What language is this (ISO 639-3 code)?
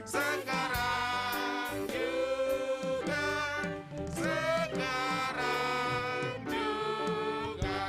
bts